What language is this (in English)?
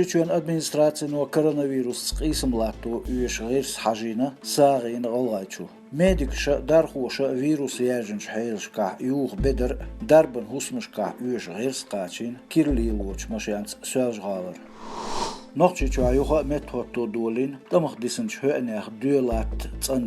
Chechen